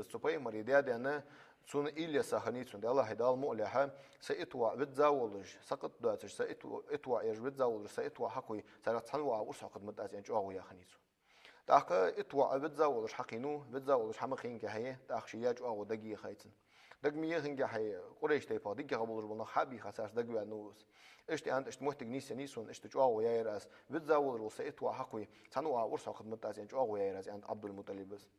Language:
Ingush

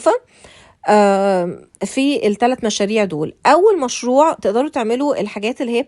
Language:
Egyptian Arabic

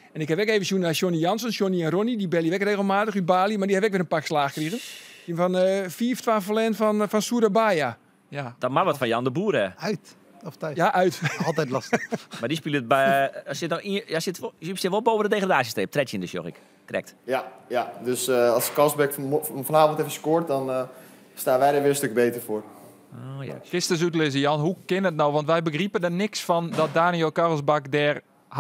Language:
Western Frisian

